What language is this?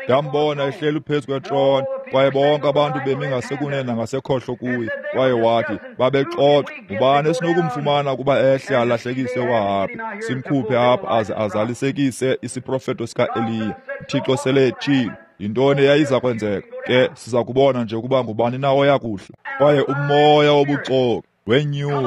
Xhosa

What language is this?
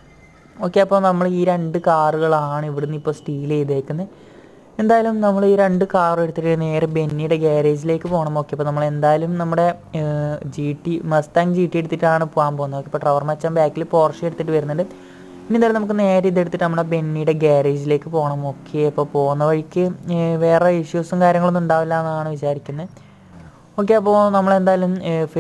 Malayalam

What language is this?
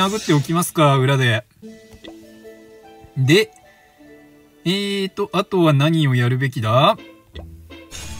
Japanese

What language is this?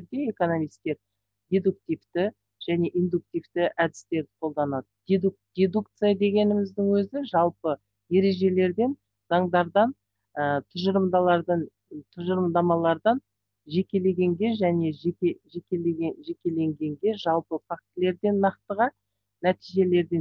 Kazakh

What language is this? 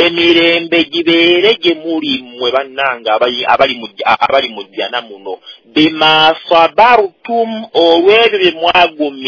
Ganda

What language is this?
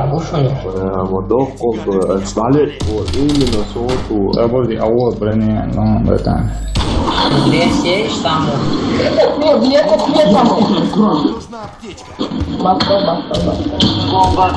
Chechen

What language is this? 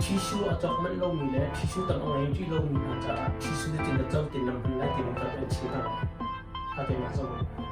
Hakha Chin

